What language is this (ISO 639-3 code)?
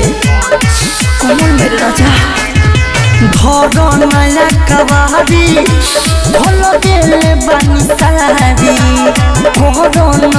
bho